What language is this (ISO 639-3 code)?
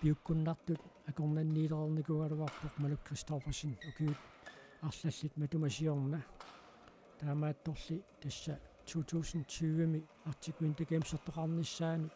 kal